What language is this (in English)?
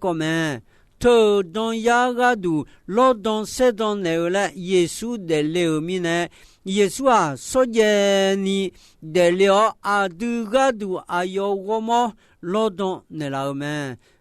Akha